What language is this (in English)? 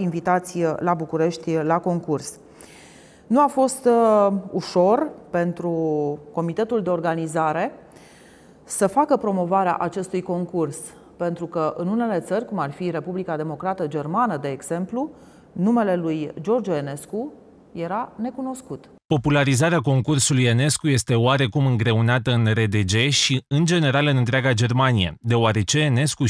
Romanian